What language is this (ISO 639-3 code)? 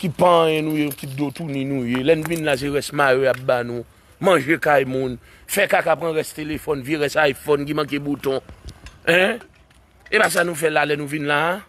hat